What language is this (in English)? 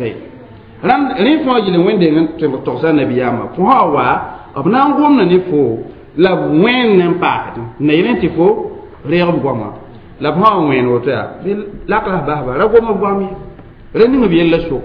Mossi